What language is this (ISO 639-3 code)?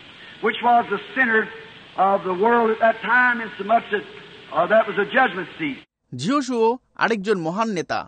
ben